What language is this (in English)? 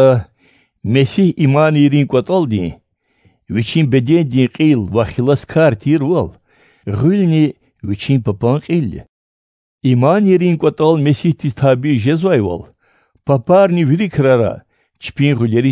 Lezghian